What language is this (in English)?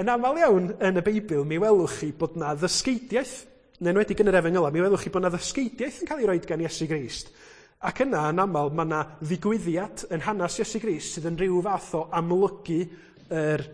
Welsh